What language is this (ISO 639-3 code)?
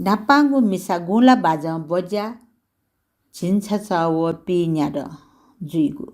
new